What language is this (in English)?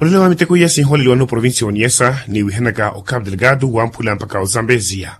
Makhuwa